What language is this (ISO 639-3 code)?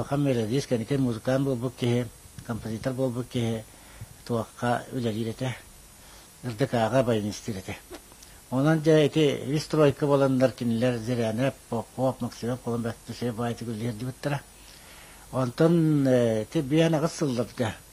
sah